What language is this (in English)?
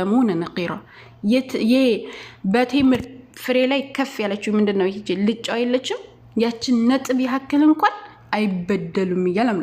Amharic